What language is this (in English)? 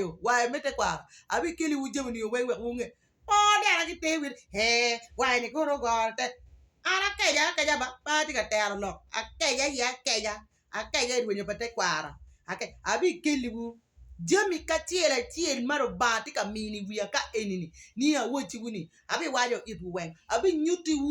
Acoli